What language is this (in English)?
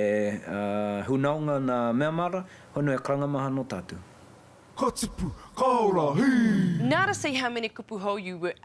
Māori